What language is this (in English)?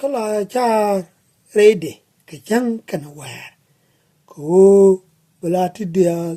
Nuer